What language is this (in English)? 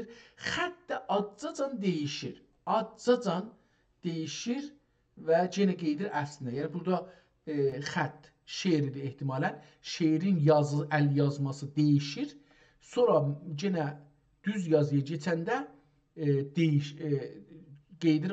South Azerbaijani